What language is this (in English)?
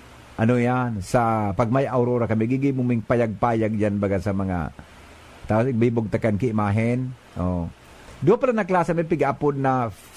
Bikol